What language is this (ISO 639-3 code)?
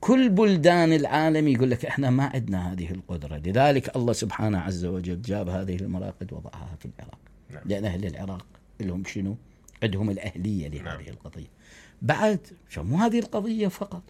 acm